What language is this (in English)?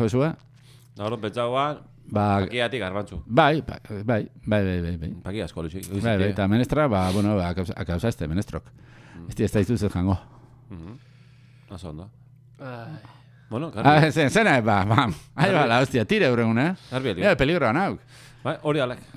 Basque